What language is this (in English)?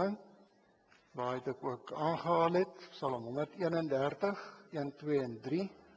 Afrikaans